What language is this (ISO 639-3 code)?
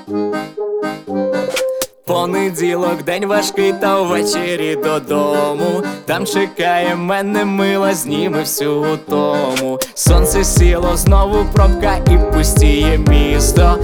ukr